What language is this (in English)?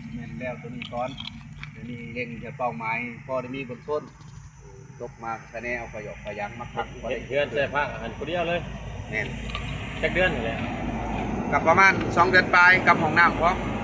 Northeastern Thai